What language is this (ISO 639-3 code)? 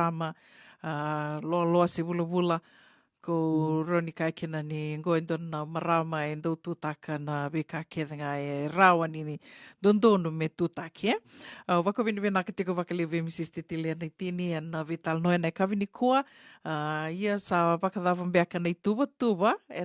fij